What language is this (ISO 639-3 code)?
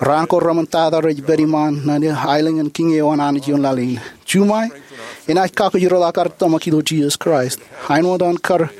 mah